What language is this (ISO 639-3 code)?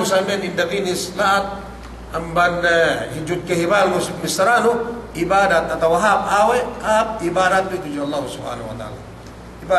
yka